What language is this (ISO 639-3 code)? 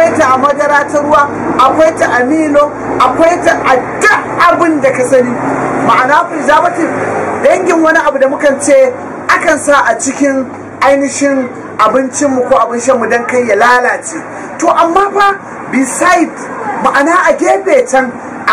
hau